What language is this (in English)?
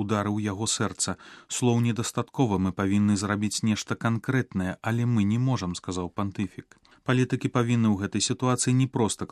Belarusian